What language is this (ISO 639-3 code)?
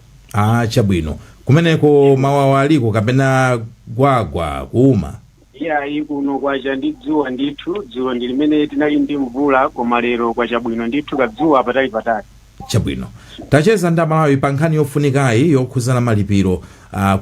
nya